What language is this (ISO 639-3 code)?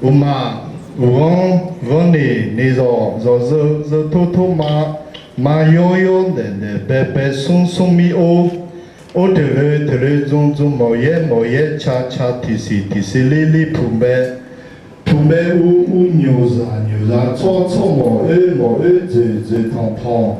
ahk